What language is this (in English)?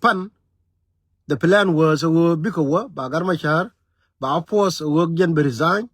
Nuer